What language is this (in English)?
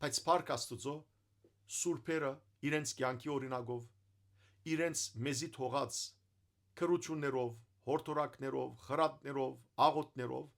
Western Armenian